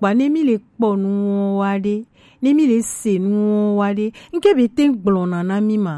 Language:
Gen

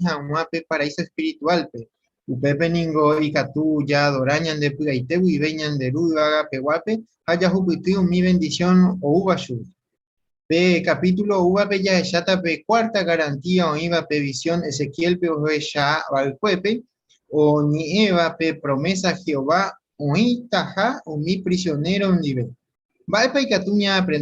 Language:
Guarani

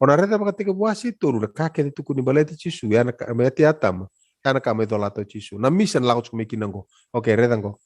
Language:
Fijian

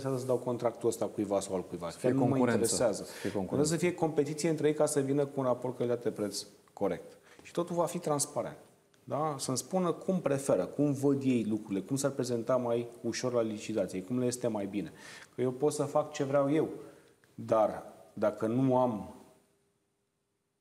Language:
Romanian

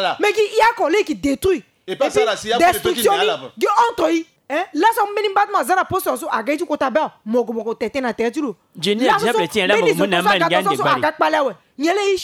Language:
Sango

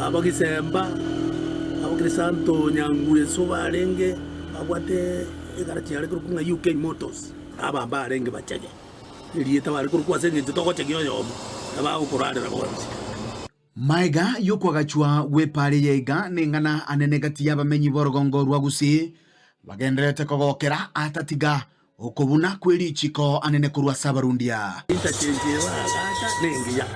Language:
Gusii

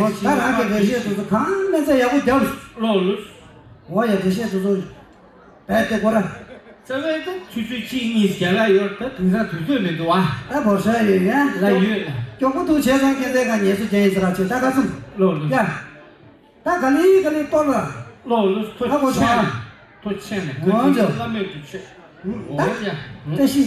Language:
Tibetan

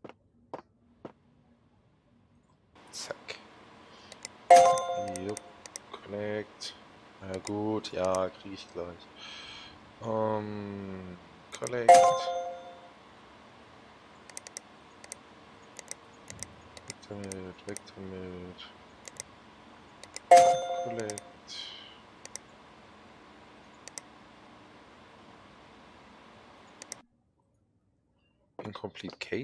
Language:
German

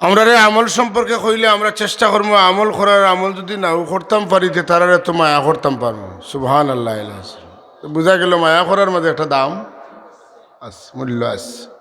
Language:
Sylheti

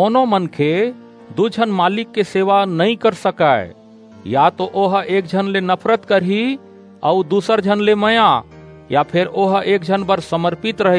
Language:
Chhattisgarhi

